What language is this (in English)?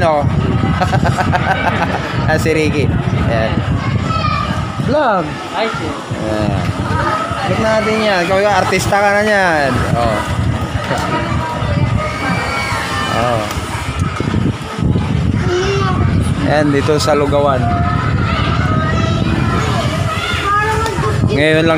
Filipino